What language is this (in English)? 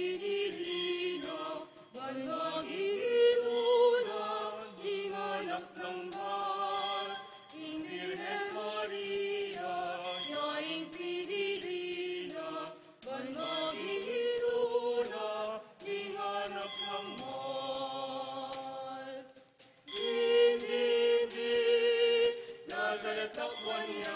Pampanga